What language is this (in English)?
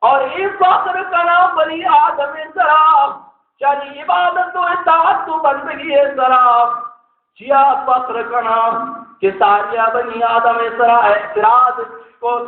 Baluchi